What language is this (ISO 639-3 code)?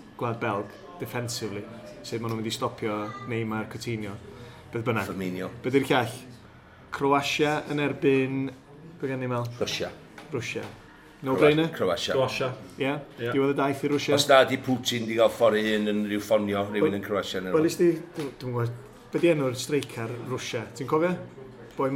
cym